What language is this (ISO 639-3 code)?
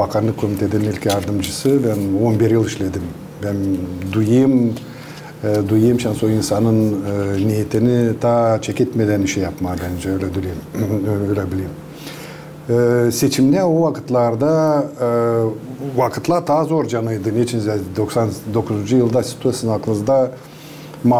gag